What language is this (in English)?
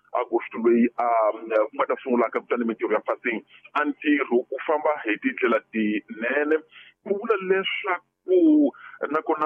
Tsonga